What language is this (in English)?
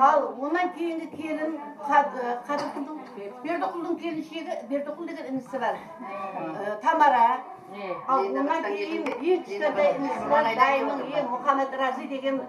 Kara-Kalpak